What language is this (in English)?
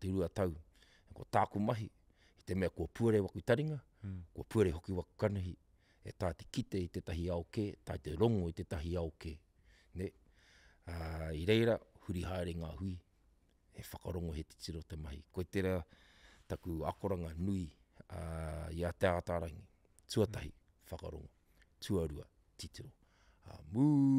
Māori